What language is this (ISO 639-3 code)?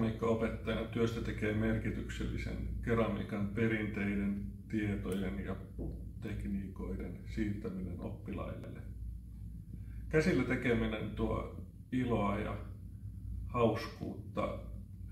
fin